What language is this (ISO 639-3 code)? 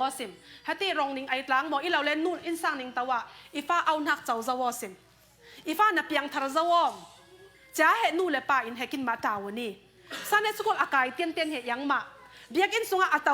cfm